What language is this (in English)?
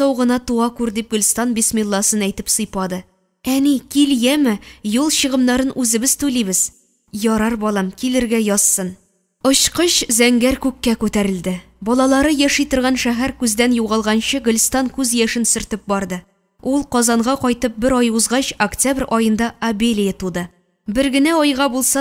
Tatar